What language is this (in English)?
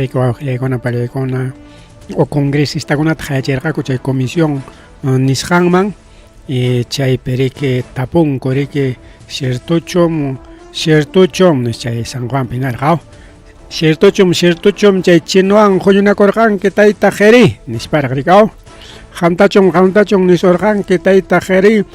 Ayacucho Quechua